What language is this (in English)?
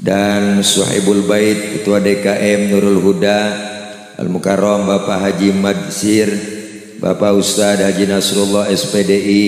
Betawi